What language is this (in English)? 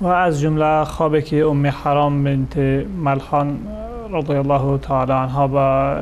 Persian